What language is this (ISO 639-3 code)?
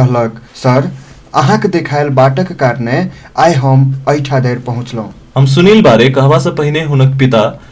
mai